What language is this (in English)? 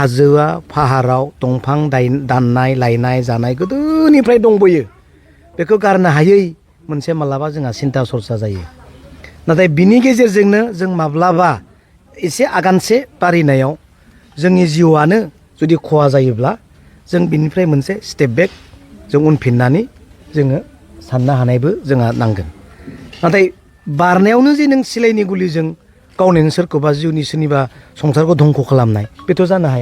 Bodo